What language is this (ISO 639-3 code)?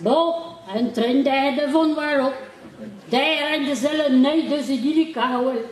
bre